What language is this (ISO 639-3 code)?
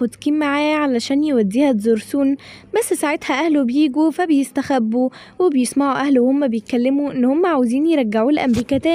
arz